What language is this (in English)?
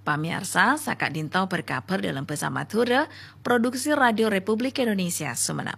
Madurese